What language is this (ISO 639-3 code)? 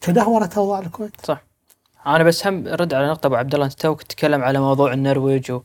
afb